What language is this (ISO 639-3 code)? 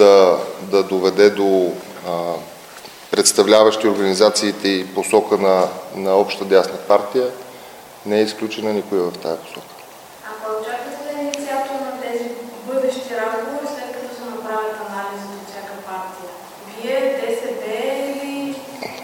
bul